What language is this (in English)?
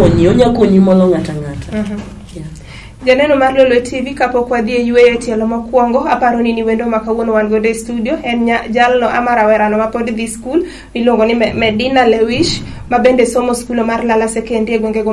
Luo (Kenya and Tanzania)